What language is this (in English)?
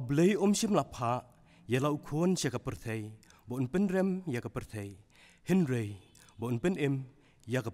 Khasi